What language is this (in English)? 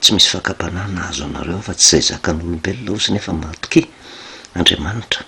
Malagasy